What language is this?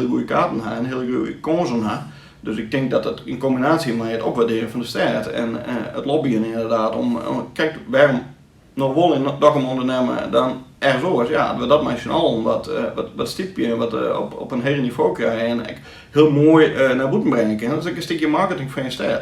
Western Frisian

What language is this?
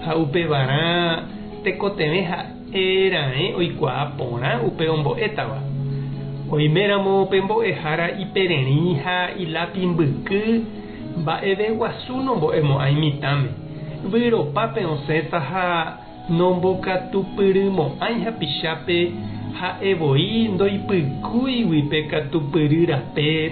Guarani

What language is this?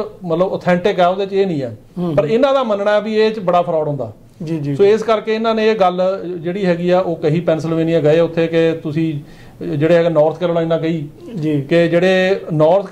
Punjabi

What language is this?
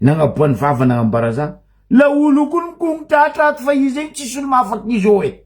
Malagasy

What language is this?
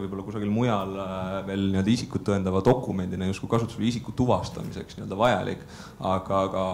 Estonian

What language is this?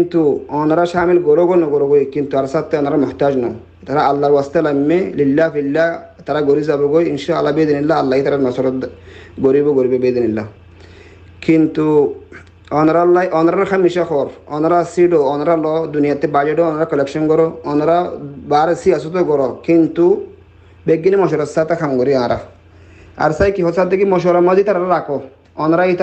Rohingya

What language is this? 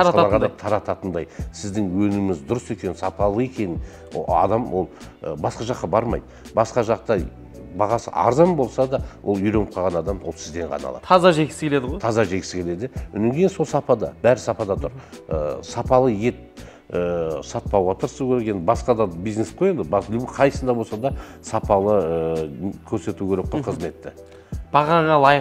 Kazakh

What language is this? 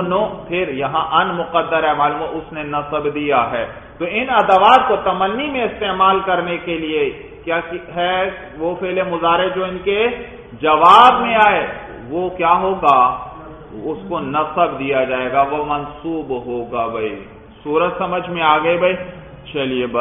Urdu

